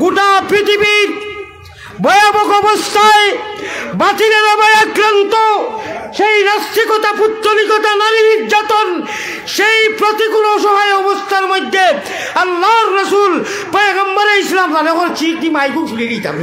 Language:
Sylheti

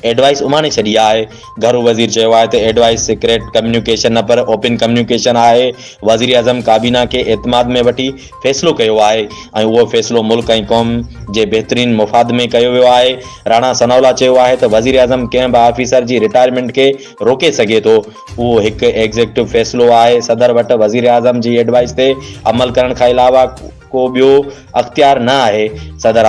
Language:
Sindhi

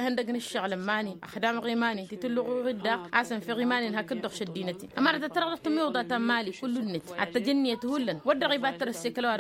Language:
Tamasheq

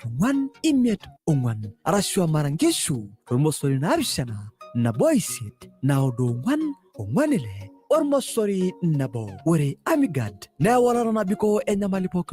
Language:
Masai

